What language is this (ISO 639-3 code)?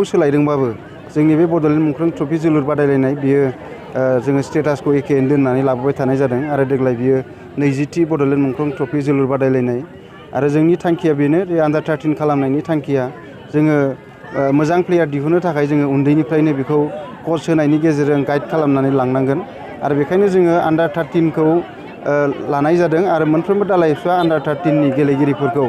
brx